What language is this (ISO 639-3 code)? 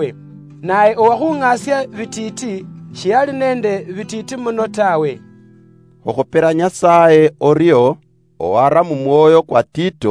luy